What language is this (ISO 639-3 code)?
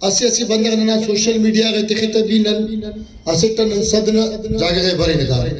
brh